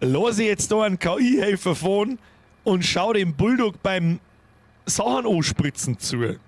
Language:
Bavarian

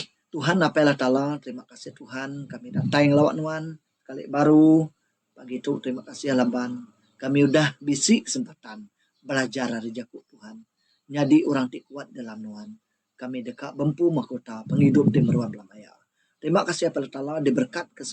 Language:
Iban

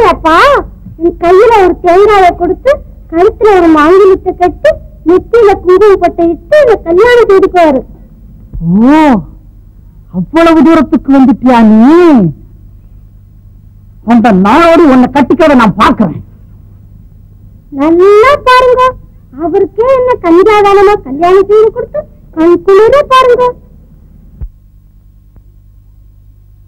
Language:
Tamil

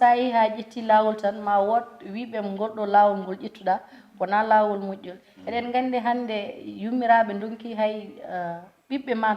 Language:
Fula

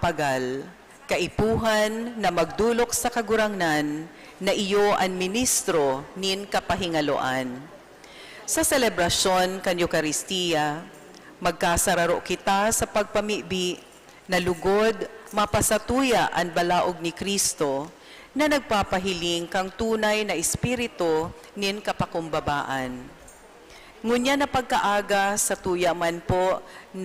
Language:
Bikol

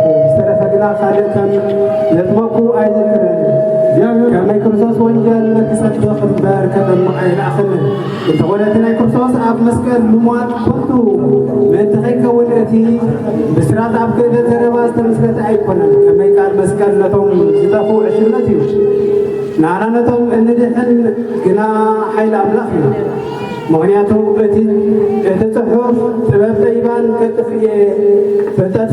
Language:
Tigrinya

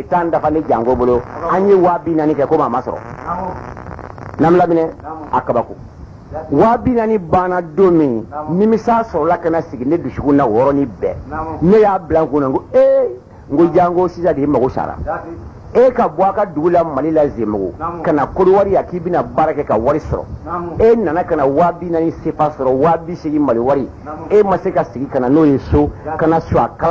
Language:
Bambara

